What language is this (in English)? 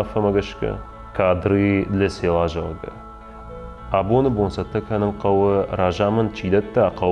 Ossetic